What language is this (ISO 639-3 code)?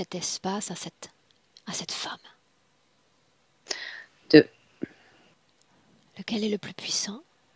fra